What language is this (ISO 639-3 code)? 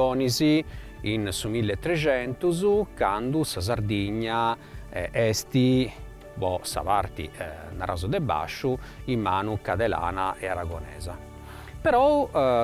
srd